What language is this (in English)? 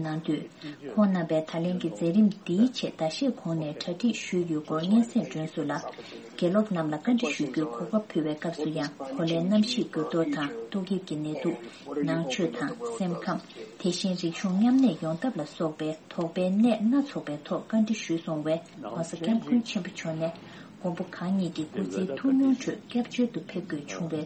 Tibetan